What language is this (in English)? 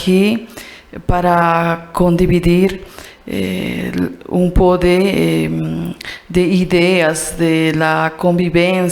Quechua